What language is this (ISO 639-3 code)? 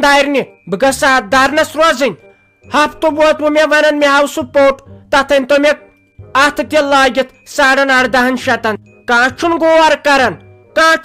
kas